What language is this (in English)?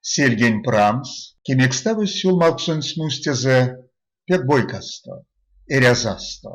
Erzya